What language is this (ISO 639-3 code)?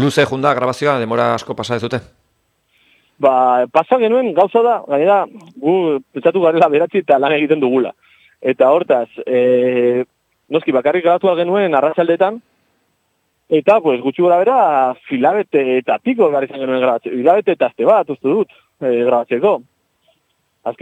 eus